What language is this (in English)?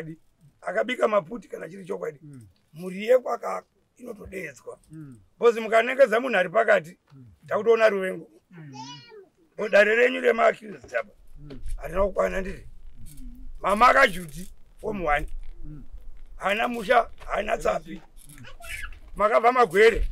Shona